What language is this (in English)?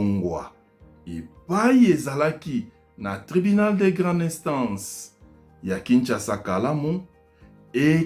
Lingala